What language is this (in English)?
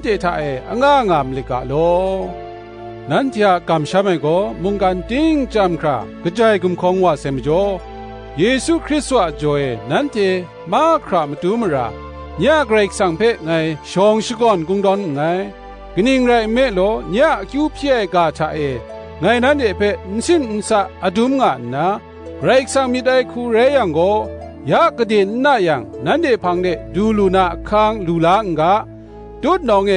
Kachin